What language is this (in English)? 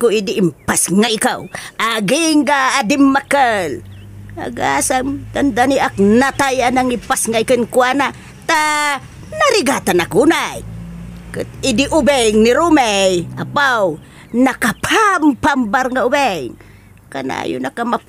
Iloko